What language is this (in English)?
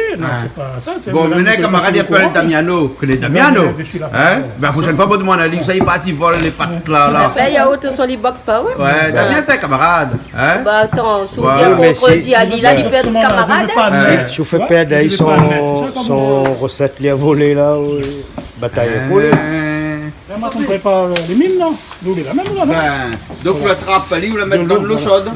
Réunion Creole French